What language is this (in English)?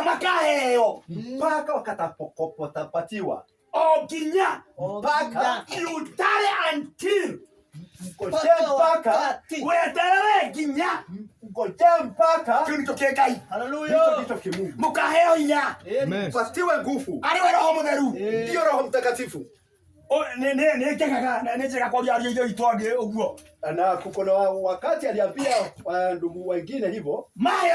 Kikuyu